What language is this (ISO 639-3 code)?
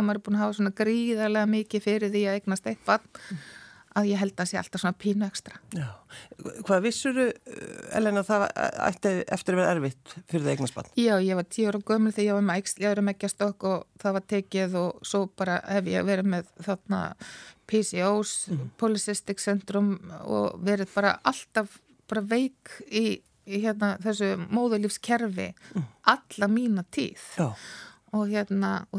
isl